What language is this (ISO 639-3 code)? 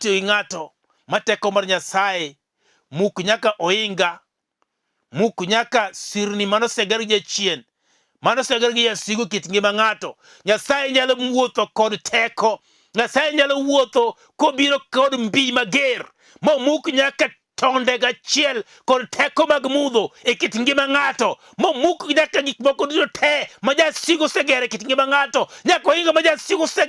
luo